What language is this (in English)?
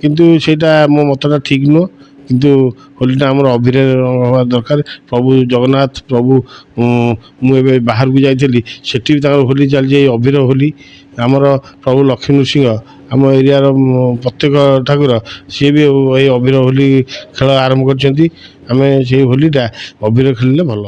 Odia